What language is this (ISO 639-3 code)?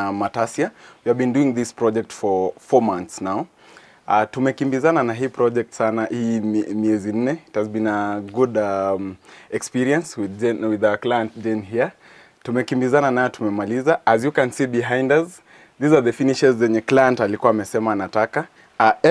swa